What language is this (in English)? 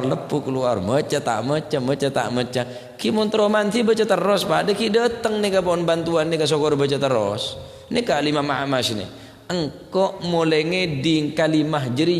Madurese